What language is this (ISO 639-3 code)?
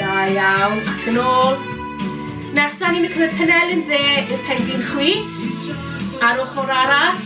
cym